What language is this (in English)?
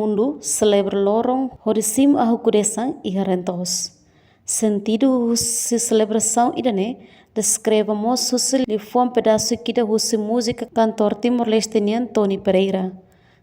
Tetum